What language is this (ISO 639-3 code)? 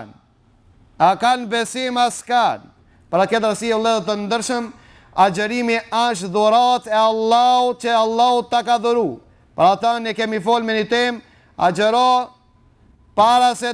sqi